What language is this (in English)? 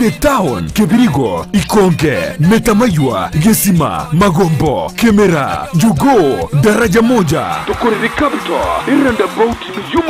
Gusii